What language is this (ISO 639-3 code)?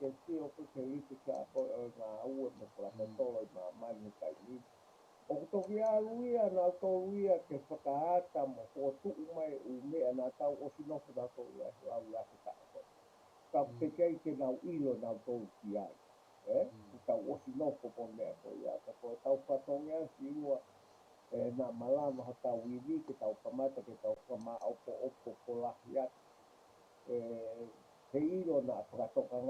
ton